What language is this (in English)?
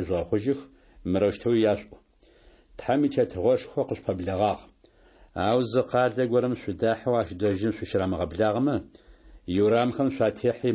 Adyghe